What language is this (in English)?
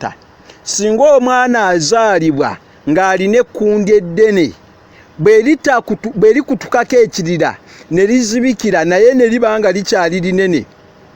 Ganda